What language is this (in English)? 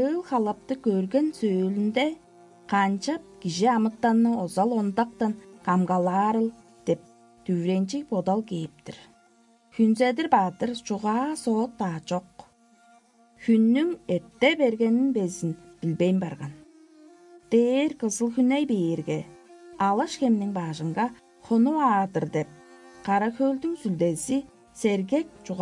Tuvinian